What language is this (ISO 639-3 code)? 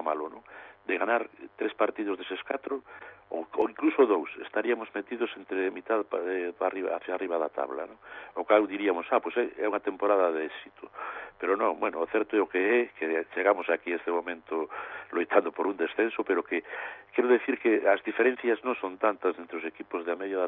glg